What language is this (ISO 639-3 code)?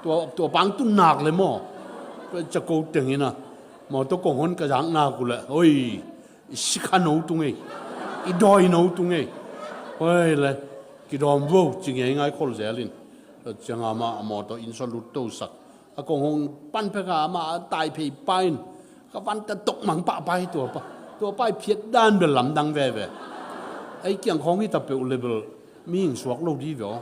ctd